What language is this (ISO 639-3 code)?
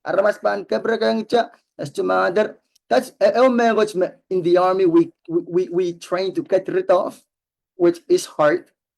pon